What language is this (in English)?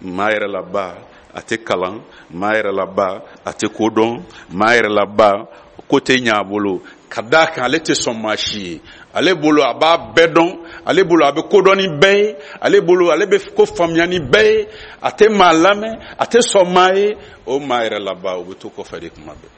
Bambara